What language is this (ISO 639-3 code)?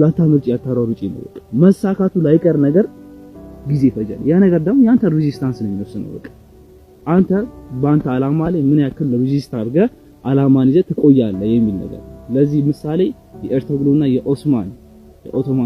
amh